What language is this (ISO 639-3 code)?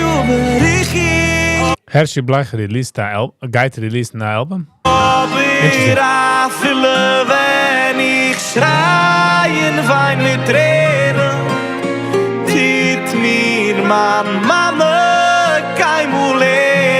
yid